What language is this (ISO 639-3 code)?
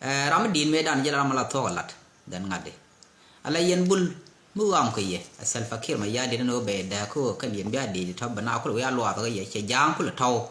nus